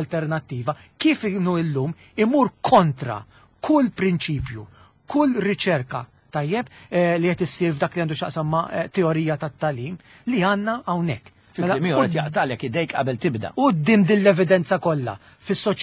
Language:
Maltese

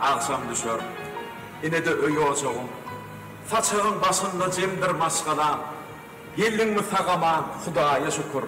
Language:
Turkmen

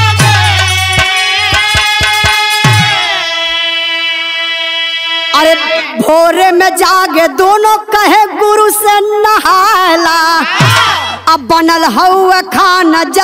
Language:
Bhojpuri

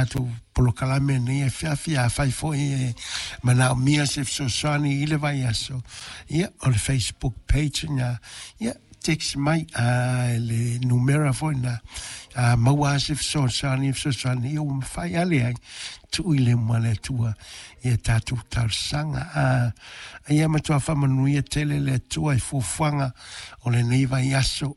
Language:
Samoan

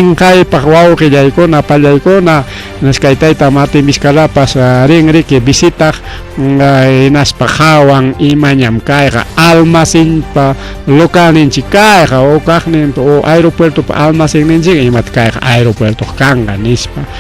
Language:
Ayacucho Quechua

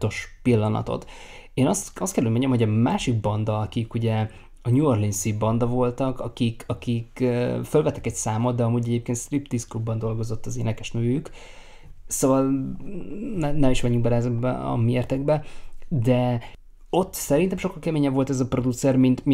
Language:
Hungarian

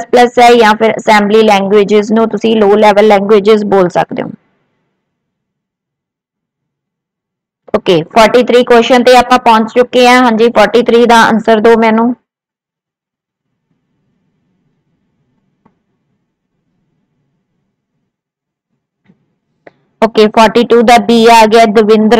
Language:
Punjabi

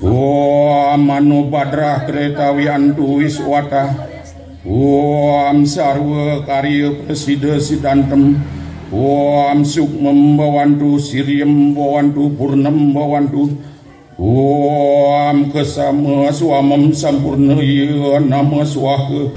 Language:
Balinese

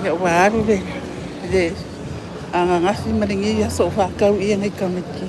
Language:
Samoan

